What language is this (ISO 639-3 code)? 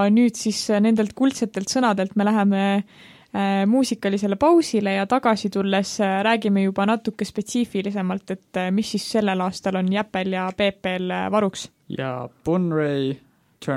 est